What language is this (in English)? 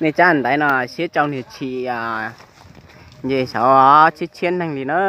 Hmong